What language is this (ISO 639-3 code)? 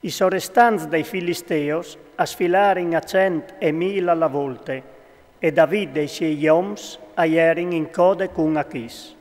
fur